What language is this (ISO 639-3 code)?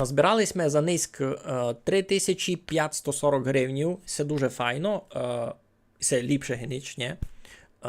rue